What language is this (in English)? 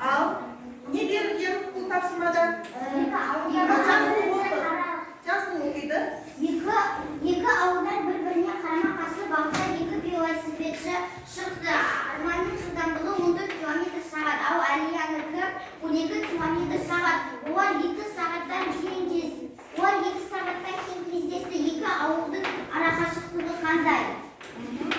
Kazakh